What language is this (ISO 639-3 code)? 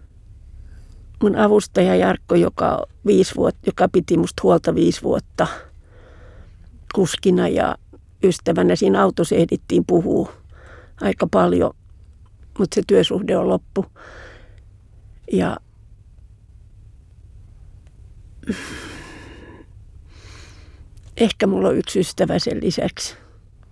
fin